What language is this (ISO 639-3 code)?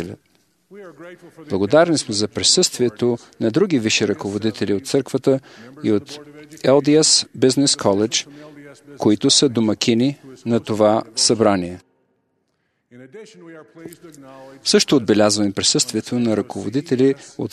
bul